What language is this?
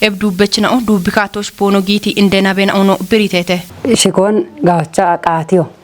Kafa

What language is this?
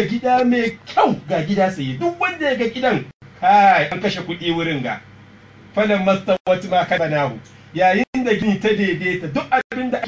Hausa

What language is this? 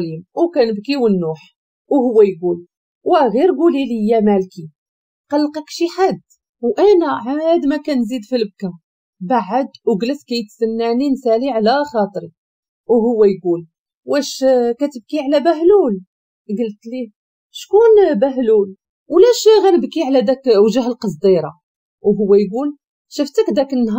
Moroccan Arabic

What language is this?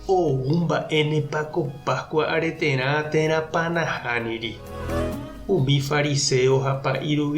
Guarani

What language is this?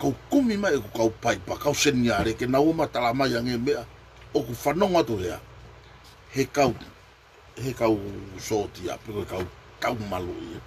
Tongan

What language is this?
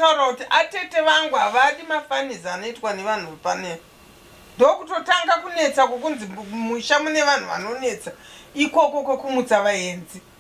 Shona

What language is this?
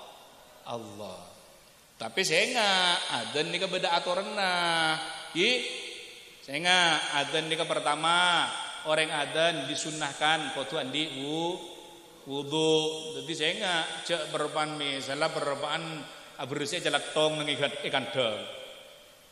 Madurese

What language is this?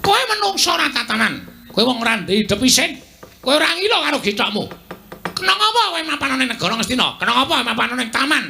Javanese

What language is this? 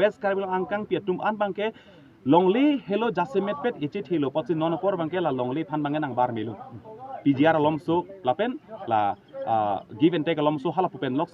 Karbi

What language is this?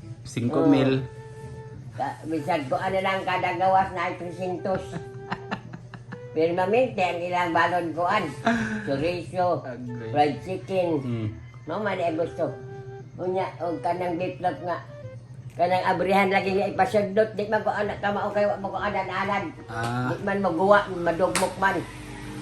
Cebuano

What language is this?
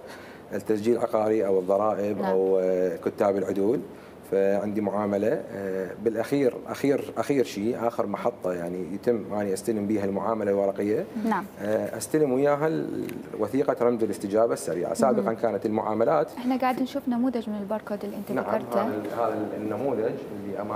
Mesopotamian Arabic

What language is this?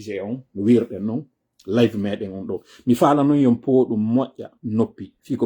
Pular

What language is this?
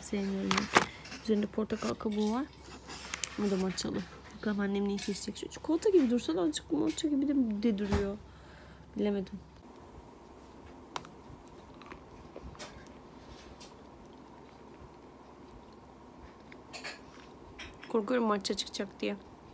Turkish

